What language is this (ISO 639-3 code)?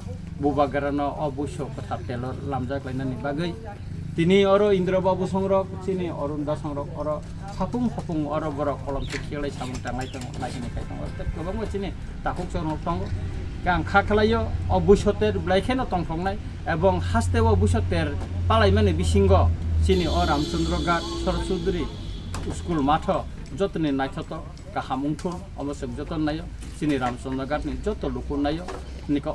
trp